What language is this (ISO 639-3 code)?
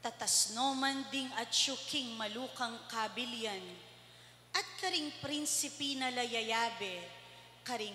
pam